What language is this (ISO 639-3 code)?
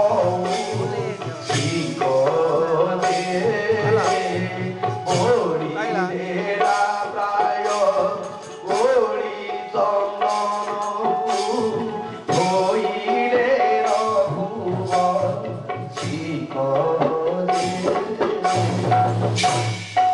ori